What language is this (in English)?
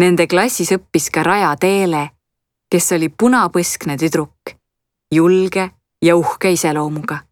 Estonian